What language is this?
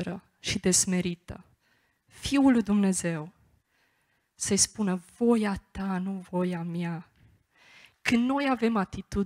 Romanian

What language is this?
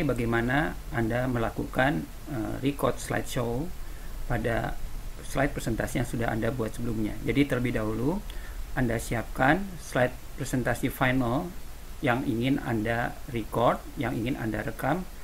Indonesian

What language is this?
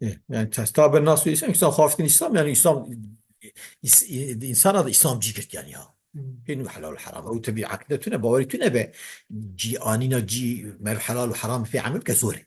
Kurdish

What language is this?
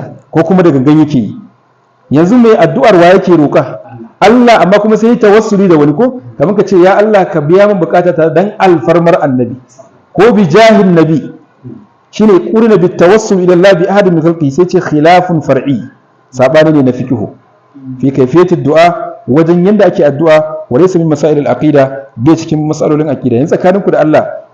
Hausa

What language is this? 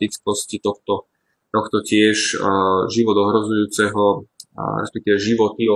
Slovak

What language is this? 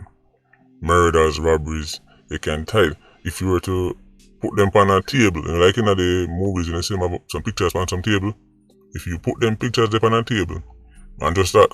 Jamaican Creole English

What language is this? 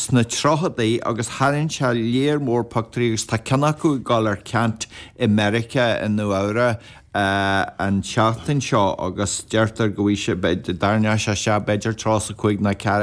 Irish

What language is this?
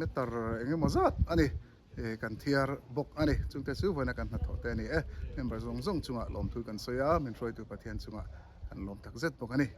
Mizo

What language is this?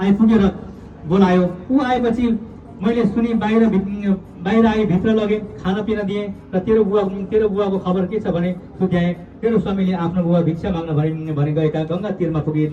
Nepali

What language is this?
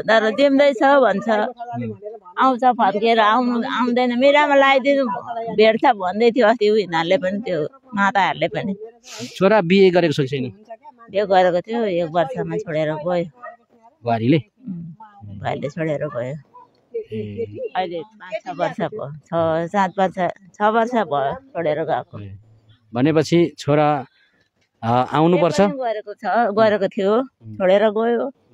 Nepali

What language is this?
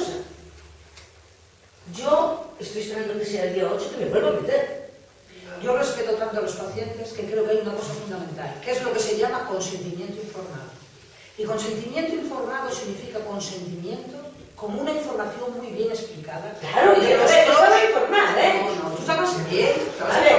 Spanish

